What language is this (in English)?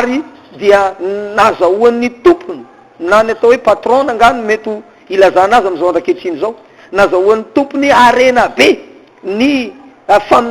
Malagasy